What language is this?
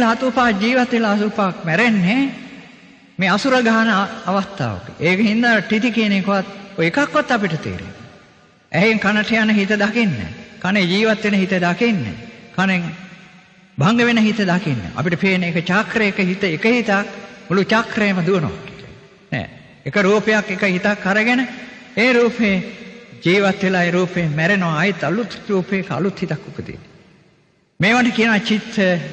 Sinhala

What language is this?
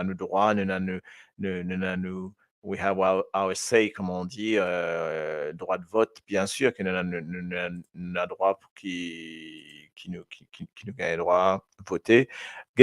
Morisyen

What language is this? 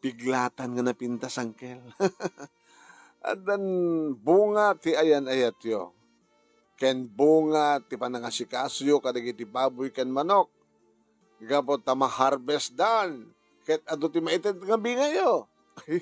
Iloko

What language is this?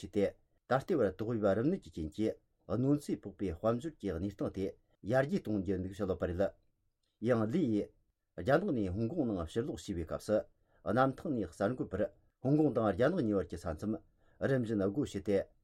Tibetan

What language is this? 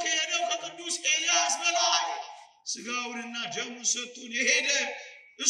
Amharic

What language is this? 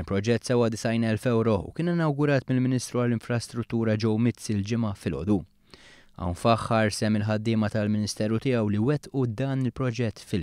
Maltese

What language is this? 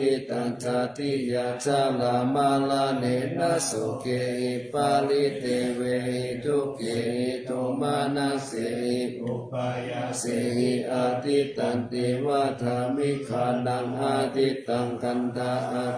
Pali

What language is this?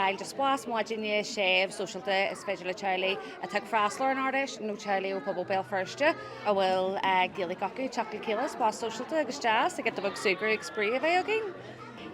Irish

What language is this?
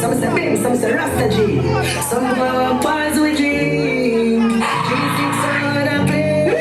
Jamaican Creole English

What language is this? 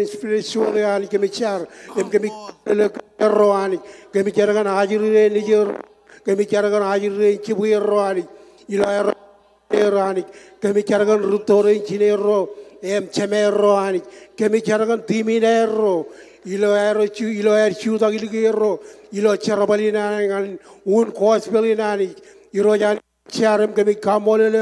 Marshallese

